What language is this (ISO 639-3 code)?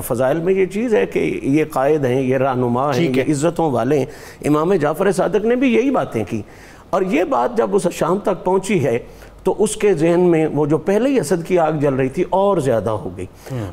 urd